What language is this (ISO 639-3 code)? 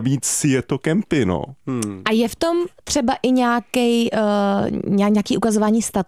ces